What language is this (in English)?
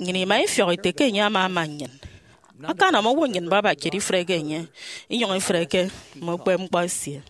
Efik